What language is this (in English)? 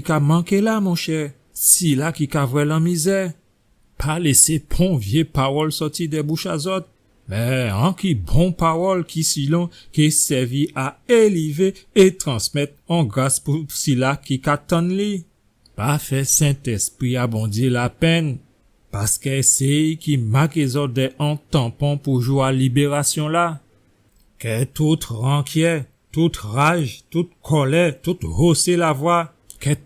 Guadeloupean Creole French